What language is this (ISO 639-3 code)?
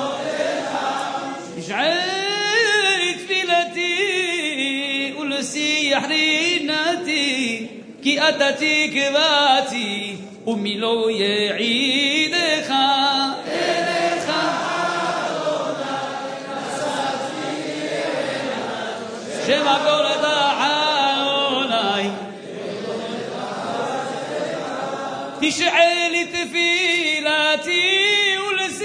heb